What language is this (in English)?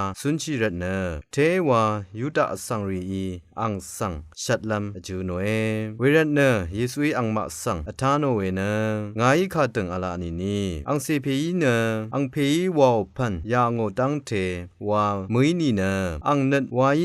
Rawang